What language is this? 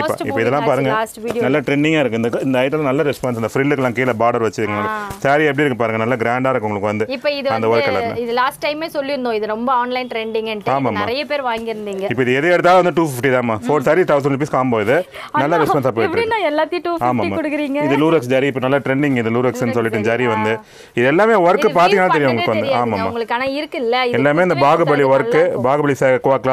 Tamil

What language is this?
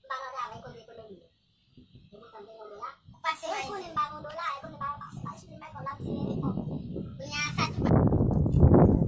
Haitian Creole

